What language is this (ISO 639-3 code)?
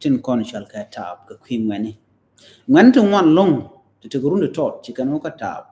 nus